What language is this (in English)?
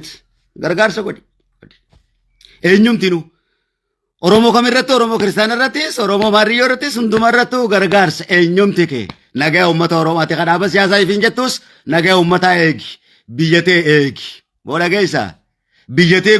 Oromo